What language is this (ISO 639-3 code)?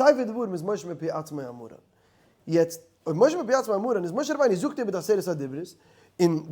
yid